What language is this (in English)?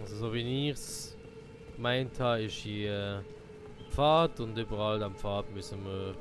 Swiss German